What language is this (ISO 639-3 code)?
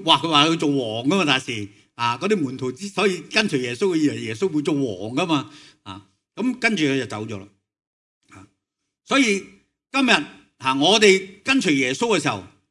yue